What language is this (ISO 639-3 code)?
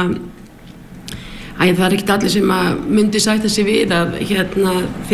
isl